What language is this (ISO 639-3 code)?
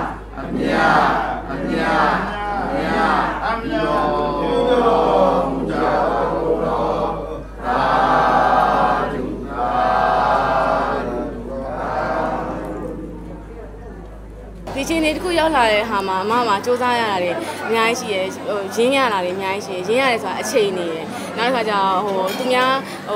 mya